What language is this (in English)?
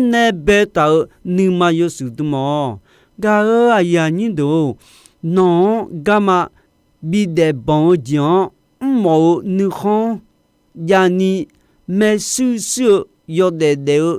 Akha